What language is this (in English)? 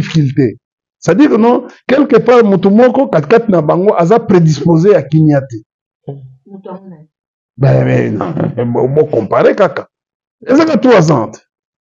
Lingala